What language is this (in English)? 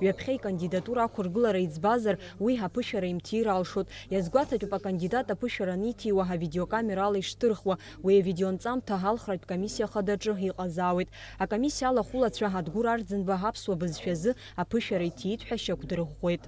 Abkhazian